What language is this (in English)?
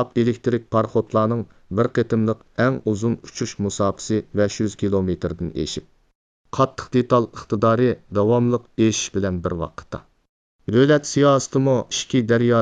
Uyghur